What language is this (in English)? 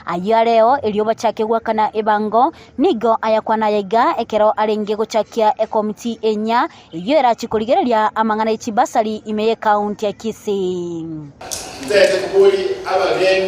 Gusii